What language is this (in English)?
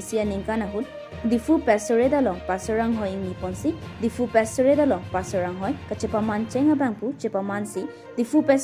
Karbi